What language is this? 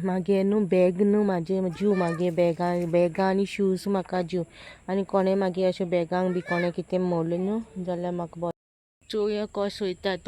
Konkani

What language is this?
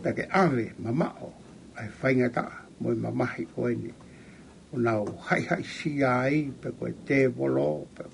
Tongan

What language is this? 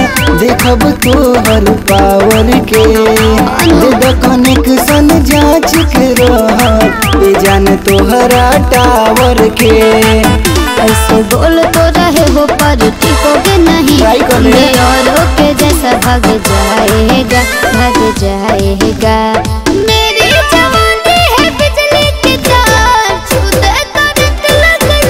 Bhojpuri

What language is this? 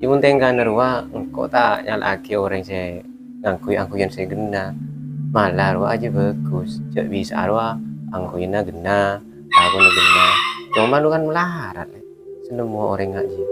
Madurese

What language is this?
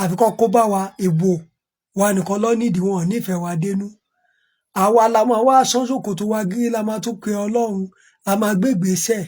Yoruba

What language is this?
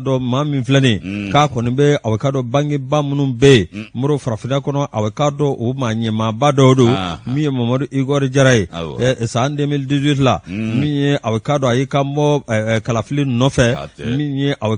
Bambara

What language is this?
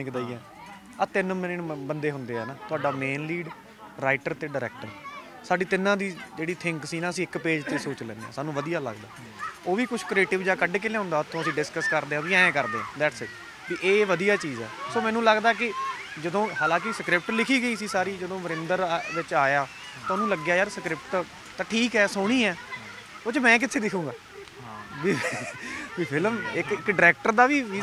Punjabi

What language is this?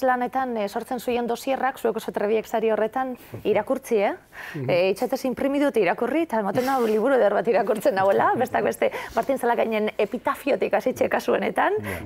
Basque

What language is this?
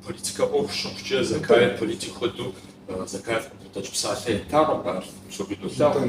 Kabardian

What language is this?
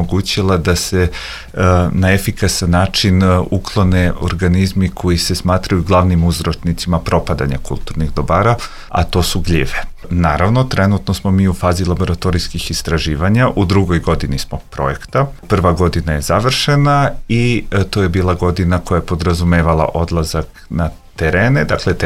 Serbian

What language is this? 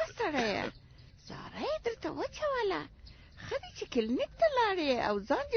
Pashto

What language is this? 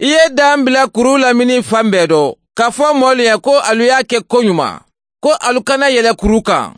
Bambara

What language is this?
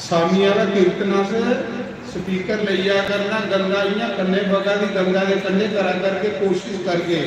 Dogri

